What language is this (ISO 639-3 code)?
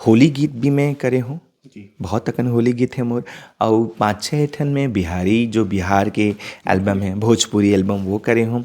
hne